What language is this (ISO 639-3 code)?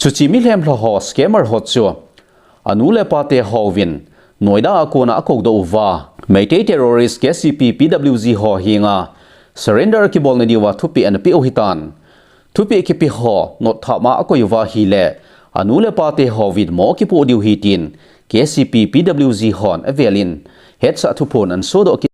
tcz